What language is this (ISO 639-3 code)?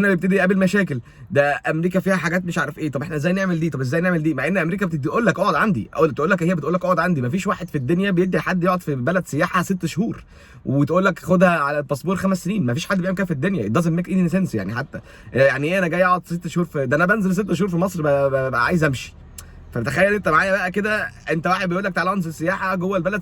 arz